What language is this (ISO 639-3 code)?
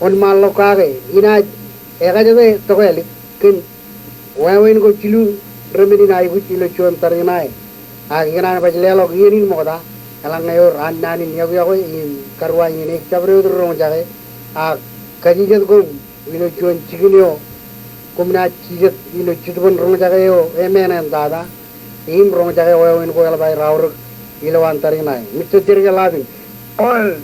mah